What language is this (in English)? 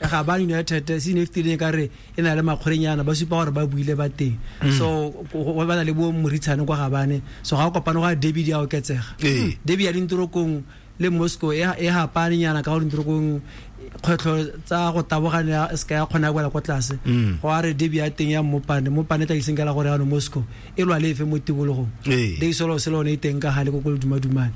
Tswana